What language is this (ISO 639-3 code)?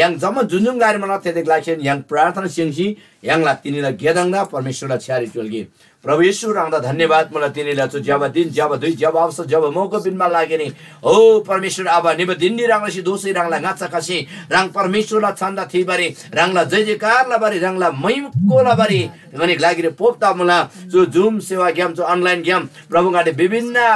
taj